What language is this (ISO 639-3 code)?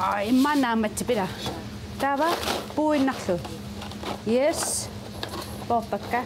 kal